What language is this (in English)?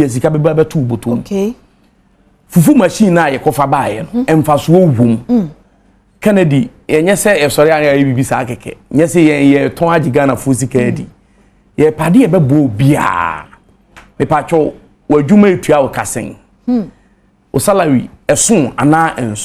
Akan